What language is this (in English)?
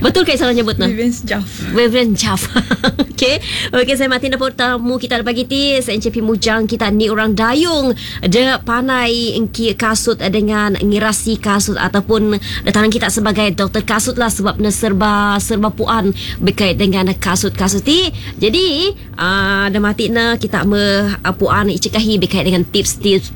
Malay